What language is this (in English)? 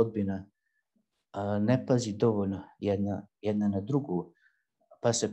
Bosnian